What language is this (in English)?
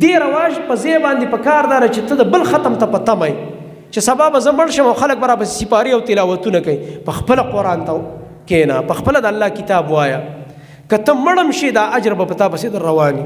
Pashto